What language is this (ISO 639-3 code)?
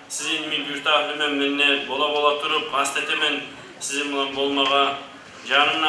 kum